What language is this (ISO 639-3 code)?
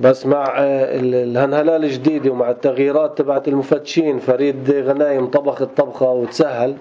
apc